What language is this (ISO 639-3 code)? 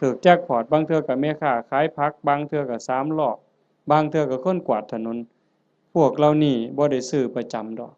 lao